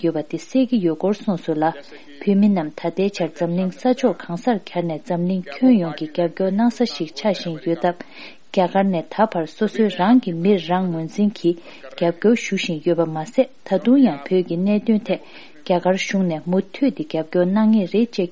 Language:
Tibetan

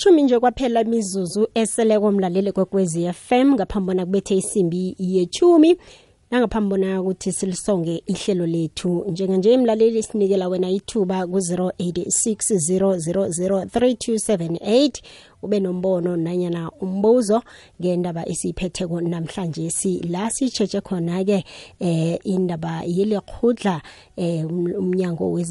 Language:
South Ndebele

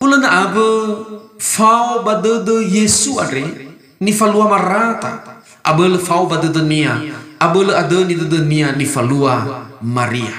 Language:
Nias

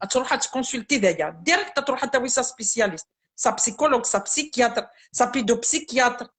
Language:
Kabyle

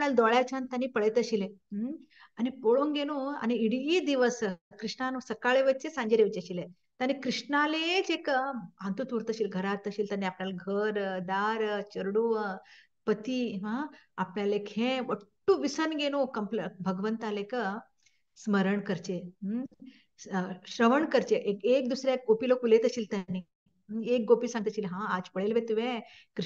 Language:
Konkani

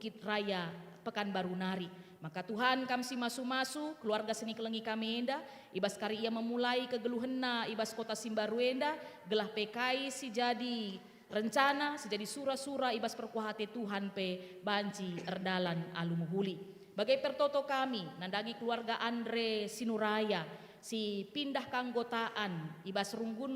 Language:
Batak Karo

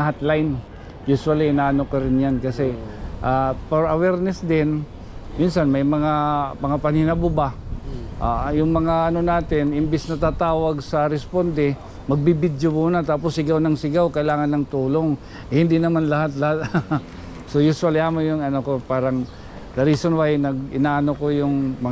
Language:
Waray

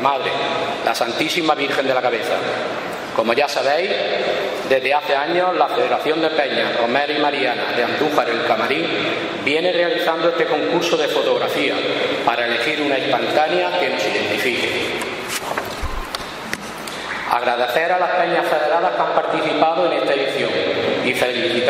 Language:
Spanish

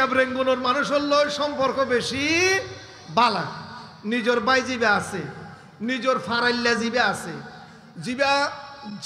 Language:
Rohingya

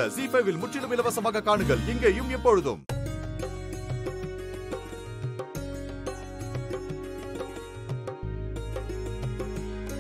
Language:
Tamil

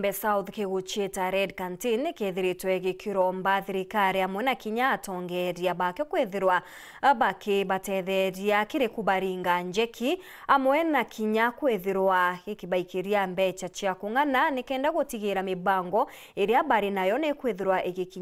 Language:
Meru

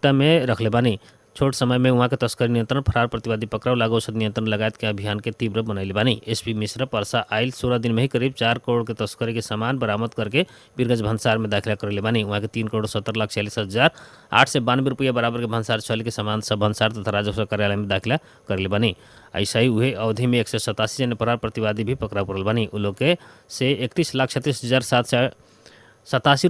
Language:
Bhojpuri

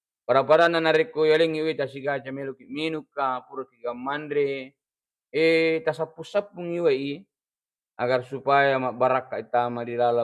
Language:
Buginese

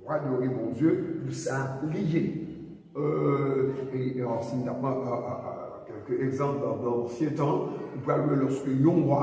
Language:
Haitian Creole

